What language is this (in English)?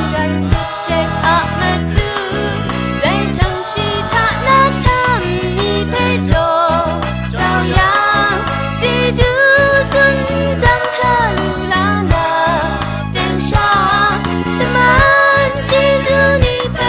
Kachin